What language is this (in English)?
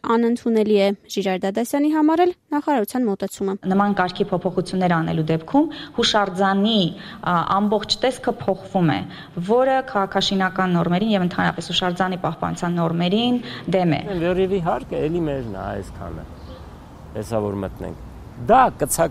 Armenian